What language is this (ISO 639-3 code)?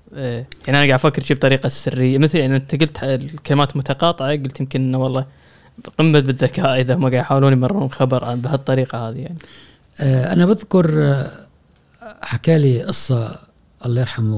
afb